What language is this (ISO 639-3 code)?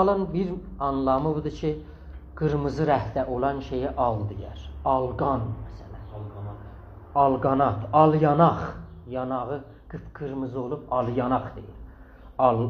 azb